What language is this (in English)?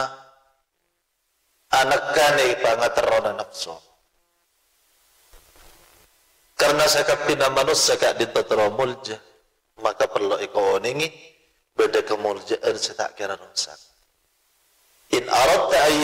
Madurese